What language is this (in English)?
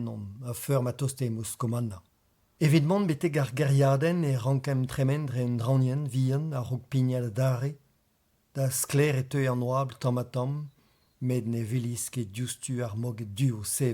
Breton